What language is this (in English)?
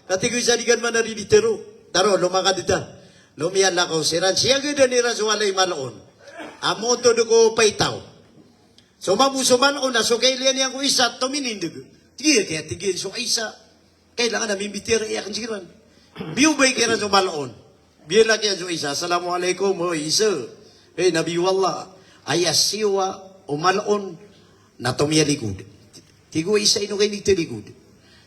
Maranao